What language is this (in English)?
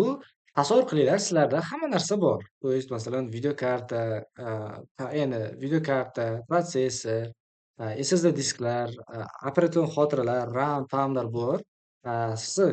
Uzbek